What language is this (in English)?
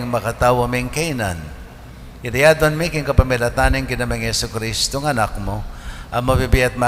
Pampanga